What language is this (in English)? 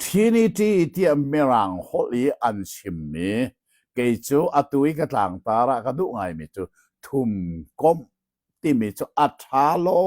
Hakha Chin